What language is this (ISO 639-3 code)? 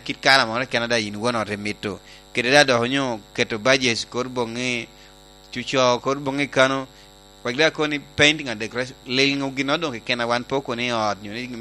laj